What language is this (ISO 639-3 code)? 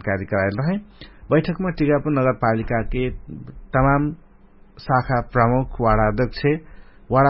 thl